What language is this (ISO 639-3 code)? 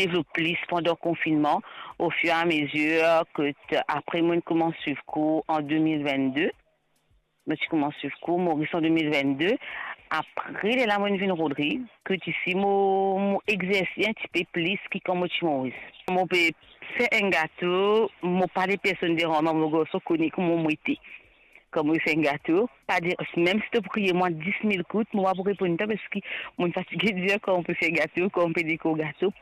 mfe